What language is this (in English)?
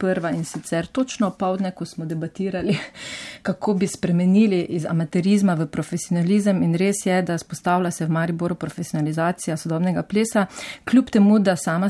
Slovenian